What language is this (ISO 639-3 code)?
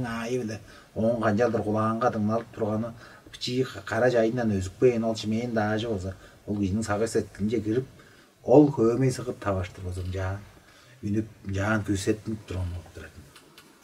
tyv